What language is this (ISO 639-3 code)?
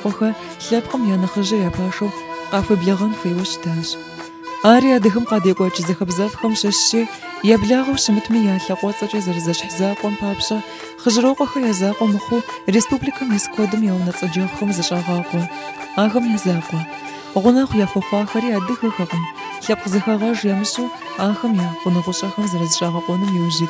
kbd